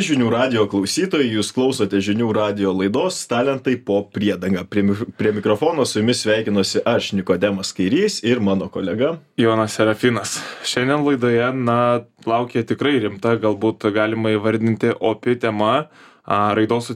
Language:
Lithuanian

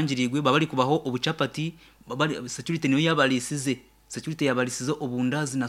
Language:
Nyankole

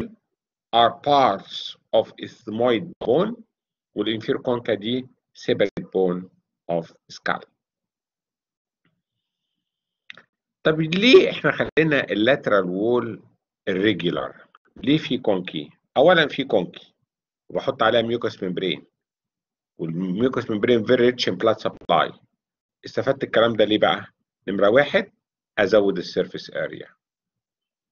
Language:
Egyptian Arabic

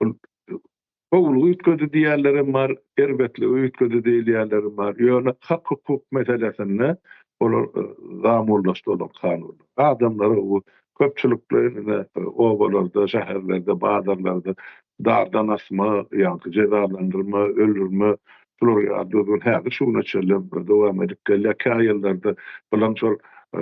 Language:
Turkmen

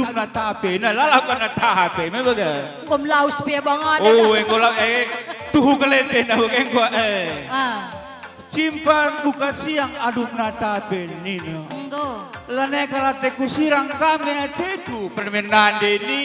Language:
Batak Karo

